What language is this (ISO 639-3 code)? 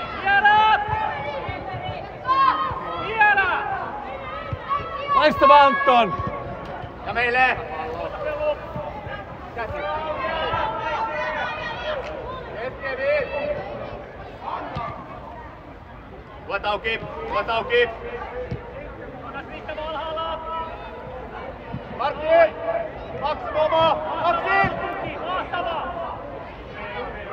fin